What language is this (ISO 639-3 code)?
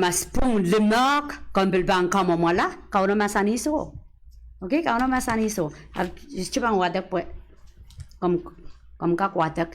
pon